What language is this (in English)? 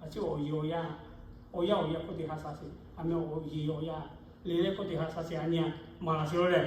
Lahu